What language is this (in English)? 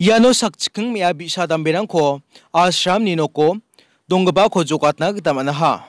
Garo